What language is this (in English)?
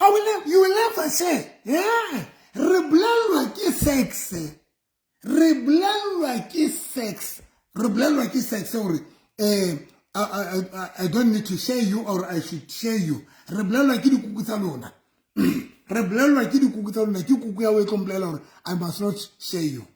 Southern Sotho